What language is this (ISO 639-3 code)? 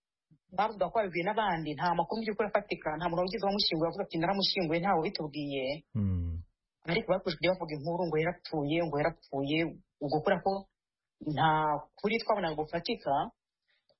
kin